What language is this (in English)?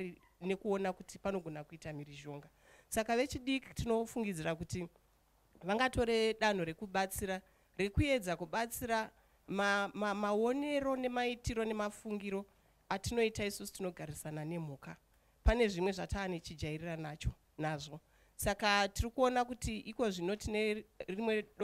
Shona